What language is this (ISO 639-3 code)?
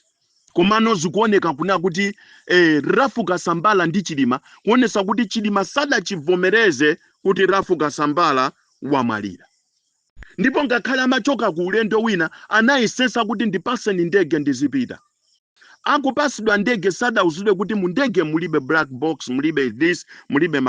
nya